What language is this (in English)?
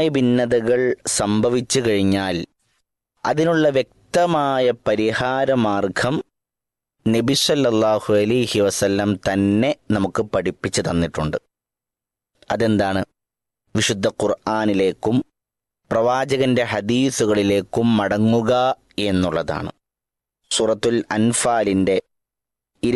Malayalam